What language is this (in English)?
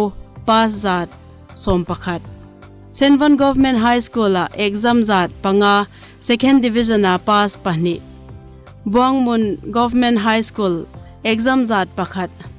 Hmar